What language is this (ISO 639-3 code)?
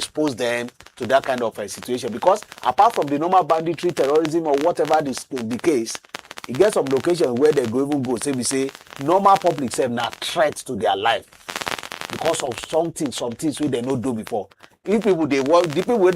pcm